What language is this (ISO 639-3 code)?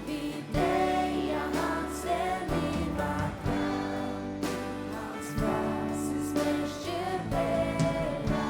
fao